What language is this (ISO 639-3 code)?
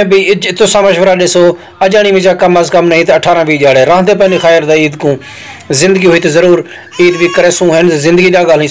skr